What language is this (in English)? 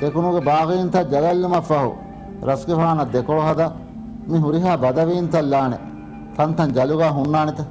Divehi